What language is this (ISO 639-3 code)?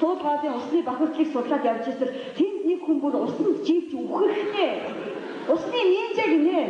mon